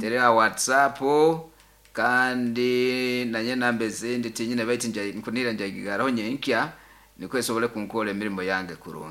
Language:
Nyoro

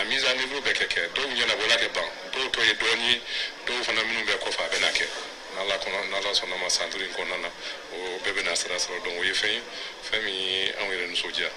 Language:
Bambara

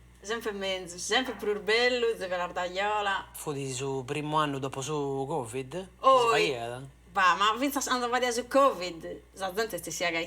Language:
Sardinian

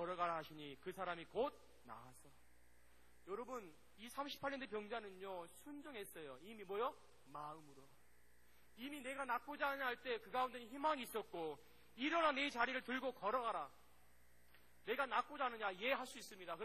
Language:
Korean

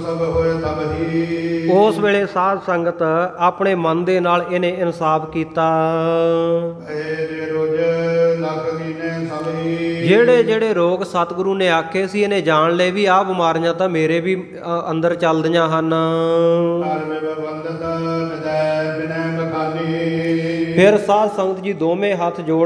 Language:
Punjabi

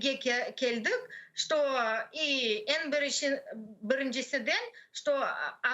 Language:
Crimean Tatar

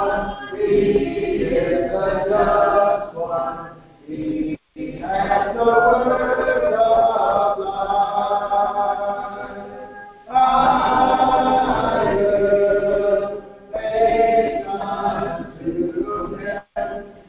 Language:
English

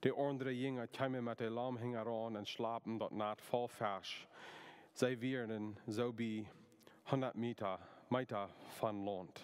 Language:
Plautdietsch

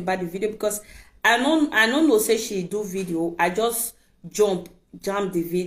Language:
Nigerian Pidgin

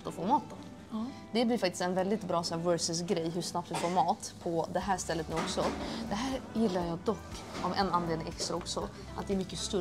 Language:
Swedish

